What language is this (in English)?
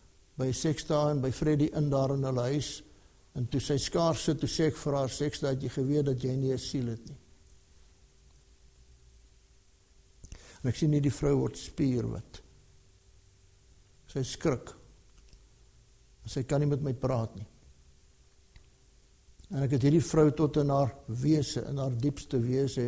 Afrikaans